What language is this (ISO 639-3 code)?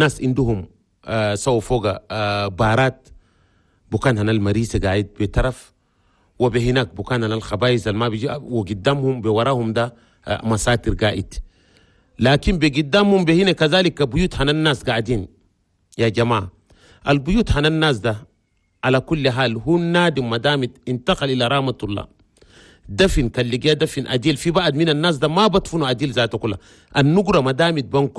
shu